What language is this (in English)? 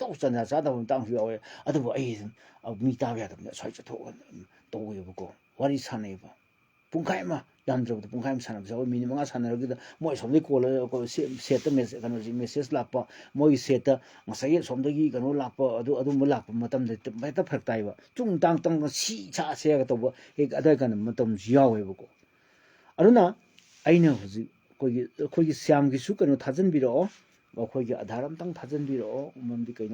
Manipuri